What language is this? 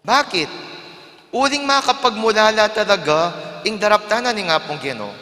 Pampanga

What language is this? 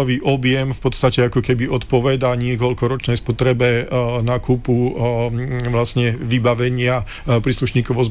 Slovak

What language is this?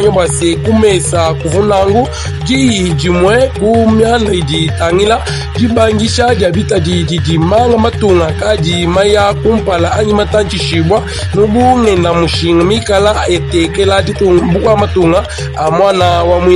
Luba-Lulua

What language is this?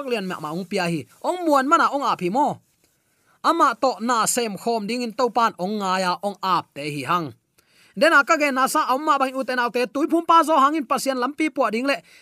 Tedim Chin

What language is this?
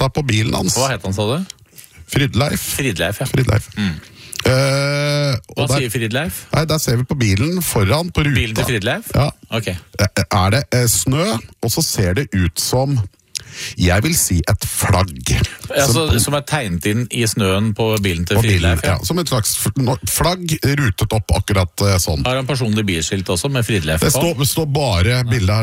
Norwegian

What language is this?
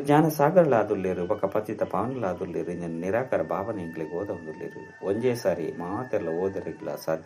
Tulu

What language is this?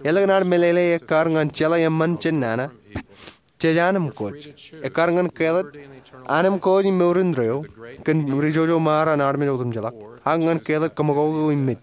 Marshallese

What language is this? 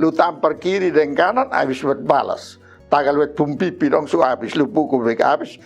Kupang Malay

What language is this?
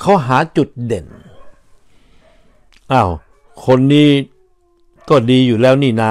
Thai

